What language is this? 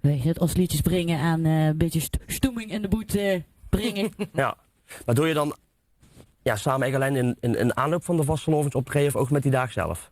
Limburgish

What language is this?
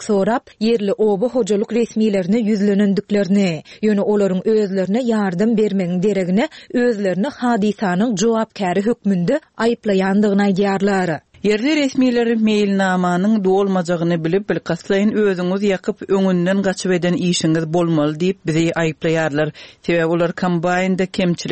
Turkmen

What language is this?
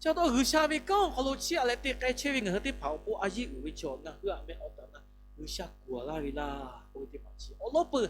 Lahu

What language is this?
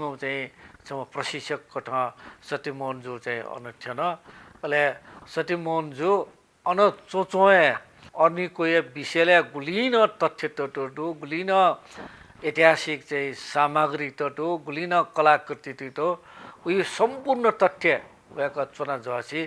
Newari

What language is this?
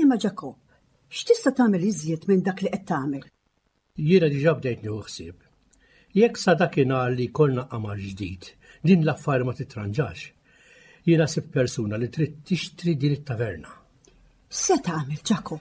Maltese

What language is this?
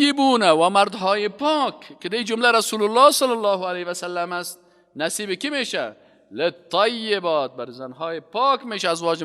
Persian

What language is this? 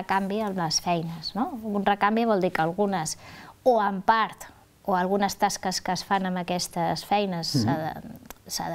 Catalan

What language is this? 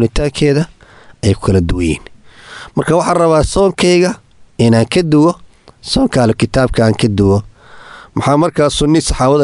Somali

